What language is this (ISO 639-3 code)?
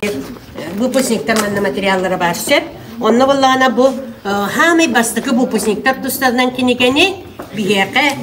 sah